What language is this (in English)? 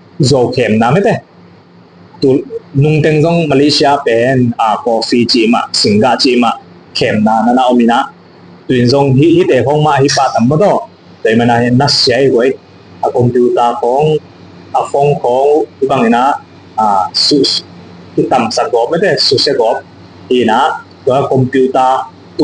Tedim Chin